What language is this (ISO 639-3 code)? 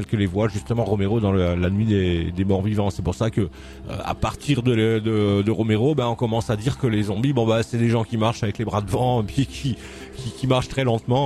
fra